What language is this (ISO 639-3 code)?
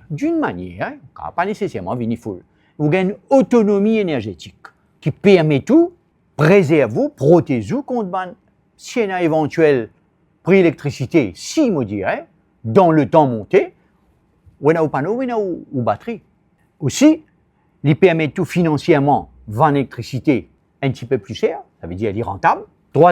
mfe